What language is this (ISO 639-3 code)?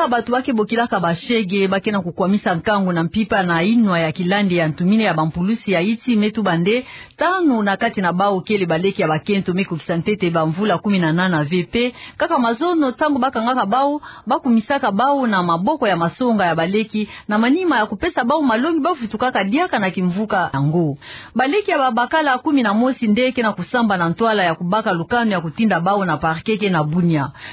ktu